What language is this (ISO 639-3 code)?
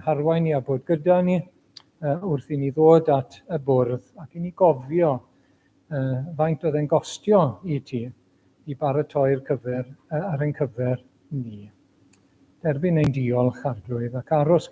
cym